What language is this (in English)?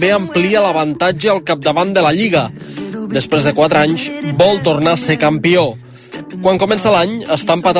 Catalan